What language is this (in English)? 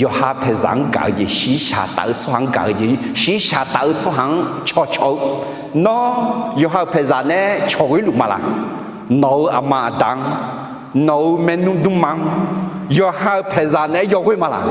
Akha